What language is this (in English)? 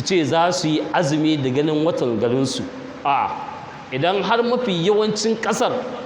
Hausa